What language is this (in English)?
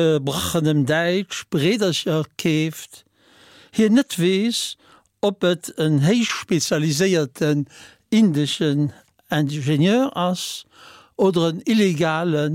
Luxembourgish